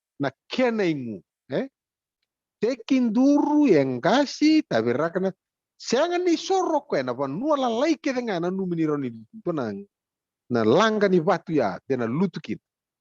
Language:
Fijian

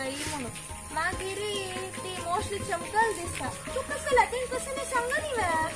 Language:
Konkani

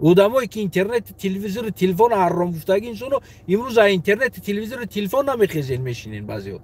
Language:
Tajik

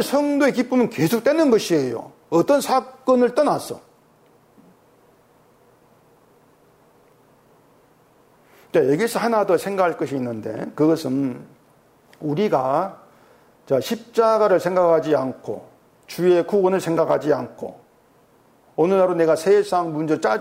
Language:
Korean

